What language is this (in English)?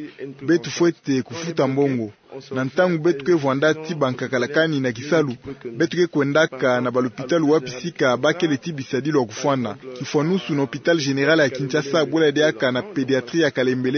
Kituba (Democratic Republic of Congo)